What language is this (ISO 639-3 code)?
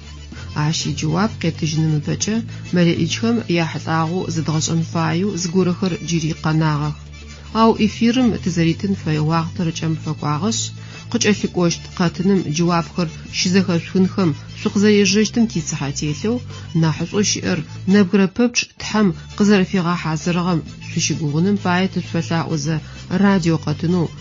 ady